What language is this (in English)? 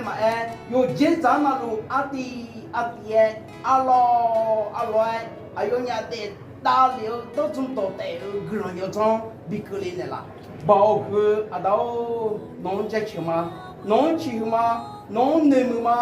Akha